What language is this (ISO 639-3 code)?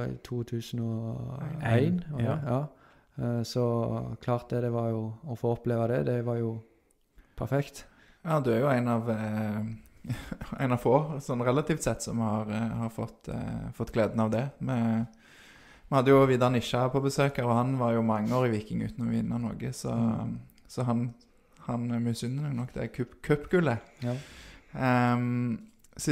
nor